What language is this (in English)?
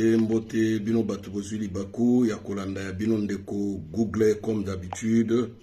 Lingala